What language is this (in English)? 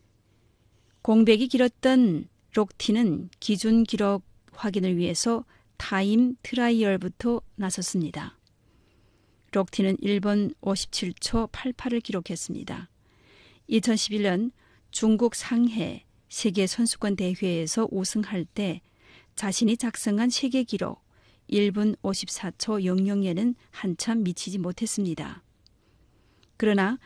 Korean